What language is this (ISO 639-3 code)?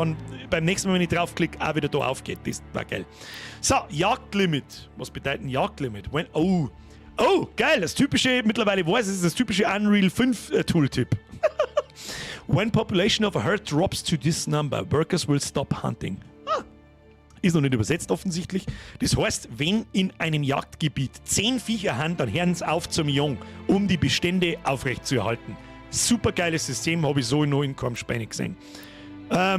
bar